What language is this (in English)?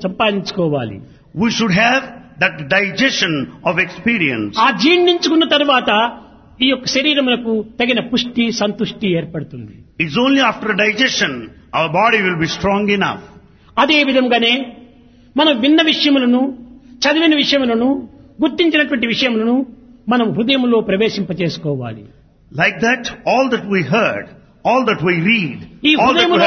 Telugu